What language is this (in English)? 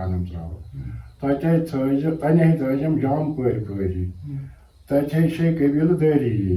Kashmiri